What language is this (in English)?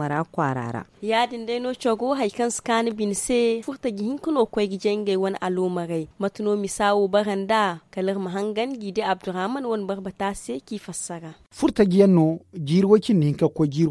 Zarma